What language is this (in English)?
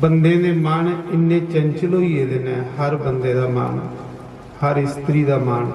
Dogri